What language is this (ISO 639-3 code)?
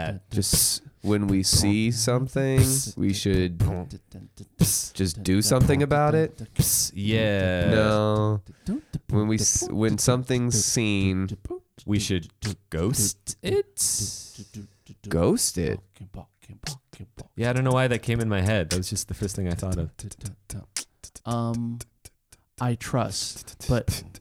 eng